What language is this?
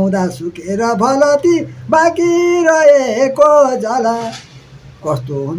Nepali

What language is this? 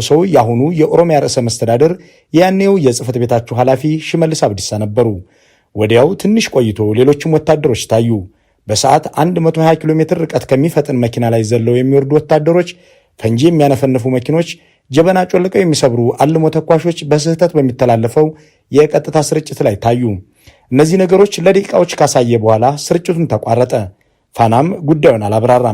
Amharic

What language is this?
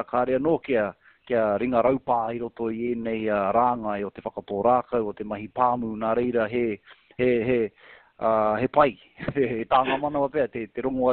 Māori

